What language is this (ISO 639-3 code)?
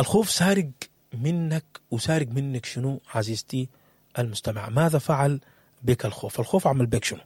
apd